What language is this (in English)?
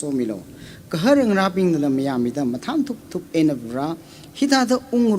Tangkhul Naga (India)